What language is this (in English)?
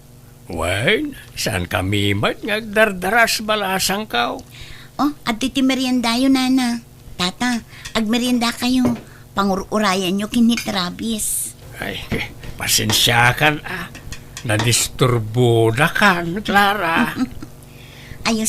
Iloko